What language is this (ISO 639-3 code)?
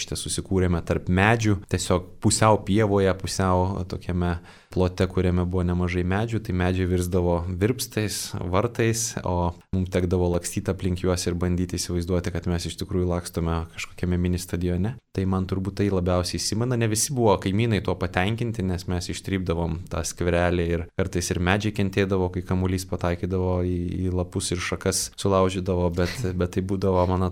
lit